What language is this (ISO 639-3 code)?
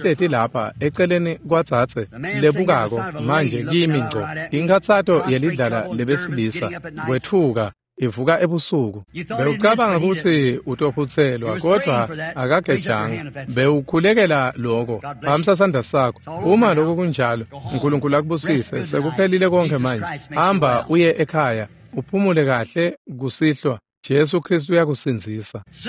ssw